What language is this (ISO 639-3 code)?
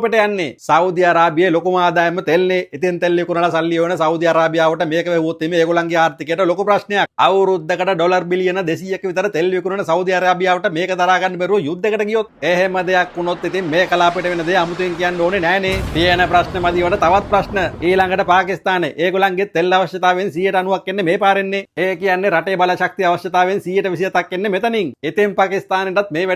sin